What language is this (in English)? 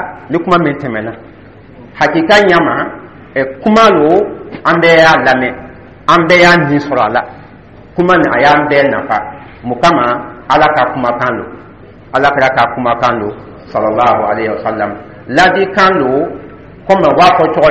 Dyula